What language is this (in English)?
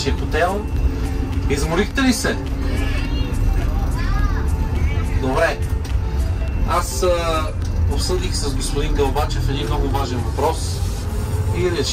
Bulgarian